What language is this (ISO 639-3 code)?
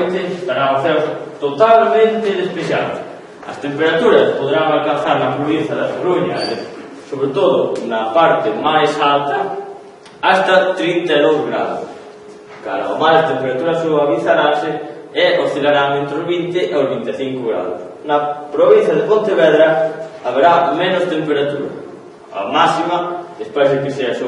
glg